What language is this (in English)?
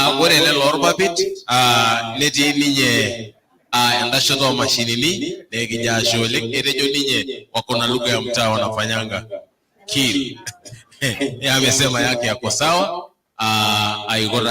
Masai